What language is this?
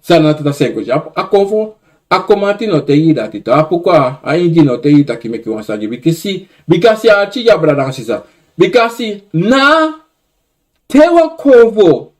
Sranan Tongo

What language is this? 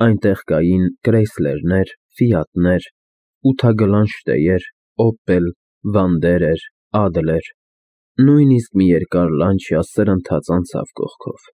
Armenian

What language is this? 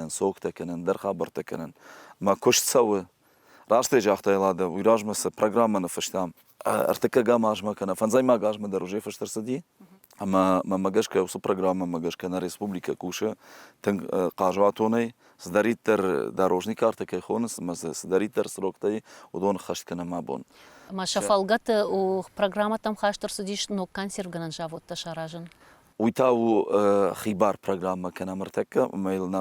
Ossetic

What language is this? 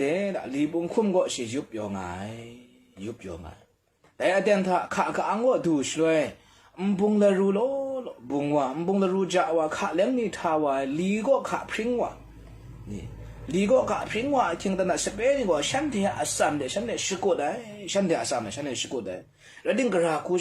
Kachin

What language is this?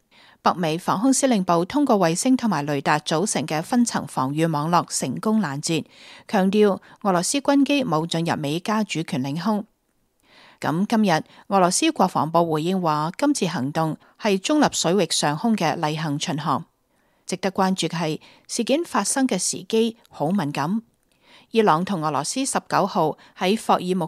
Cantonese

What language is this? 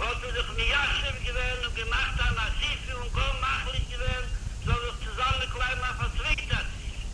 Yiddish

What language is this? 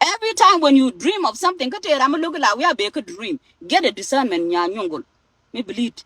Nuer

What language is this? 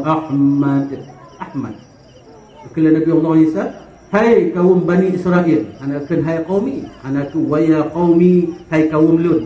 Achinese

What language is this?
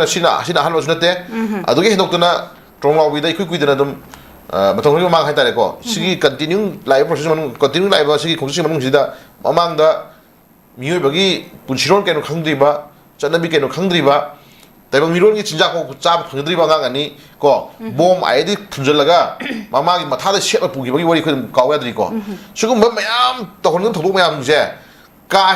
Manipuri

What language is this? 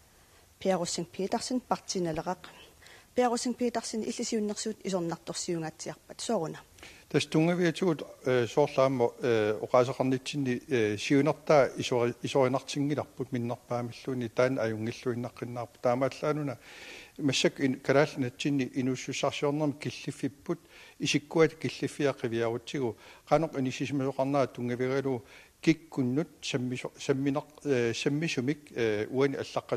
Kalaallisut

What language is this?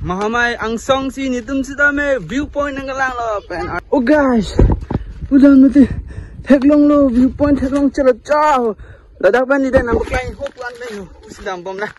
Karbi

